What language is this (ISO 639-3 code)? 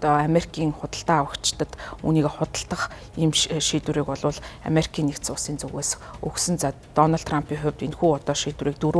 mon